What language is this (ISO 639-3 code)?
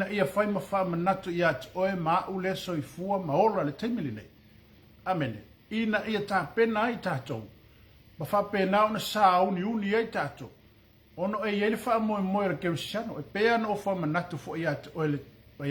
smo